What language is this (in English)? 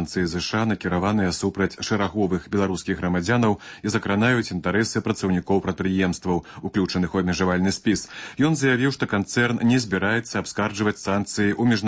Belarusian